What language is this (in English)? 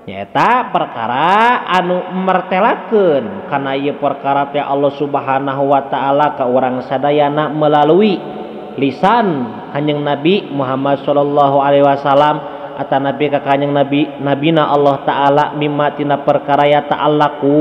Sundanese